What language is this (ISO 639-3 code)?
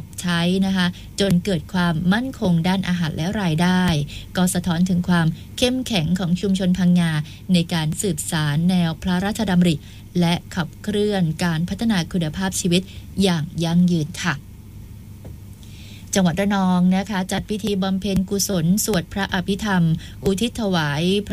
tha